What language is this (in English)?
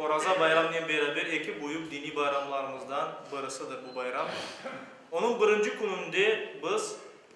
Crimean Tatar